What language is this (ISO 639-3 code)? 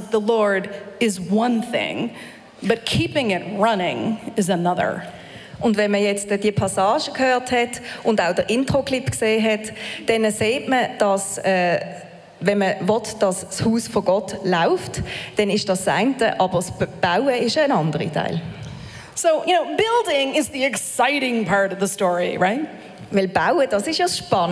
gsw